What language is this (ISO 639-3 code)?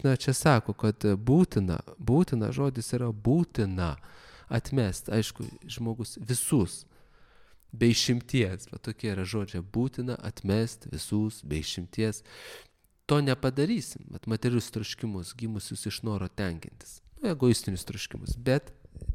lit